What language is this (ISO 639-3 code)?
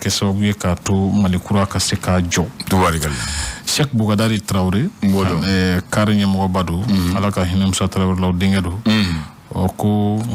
bam